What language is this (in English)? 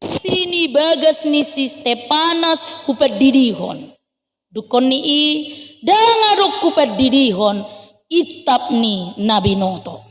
Batak Toba